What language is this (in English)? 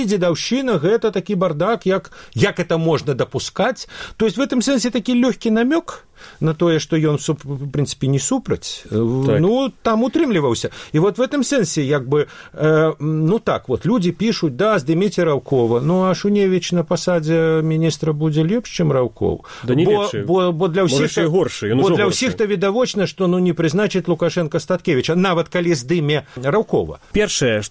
Belarusian